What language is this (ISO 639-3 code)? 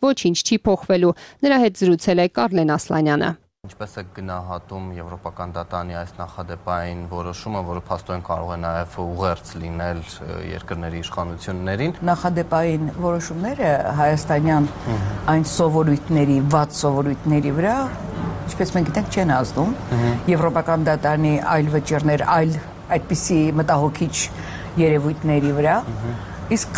hye